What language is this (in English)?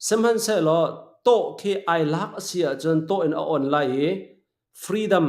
Hakha Chin